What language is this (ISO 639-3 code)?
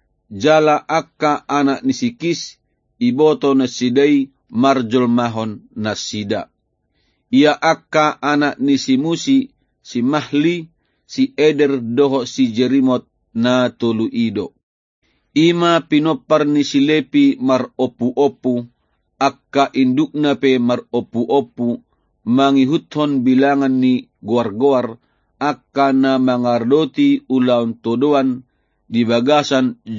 bbc